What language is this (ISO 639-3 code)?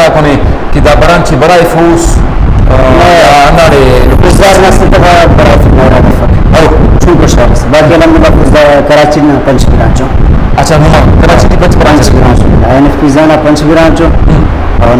brh